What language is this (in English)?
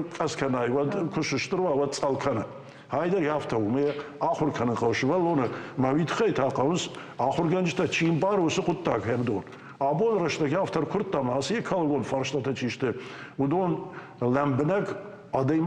Ossetic